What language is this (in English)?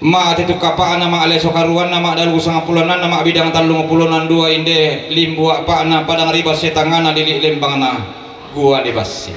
Toraja-Sa'dan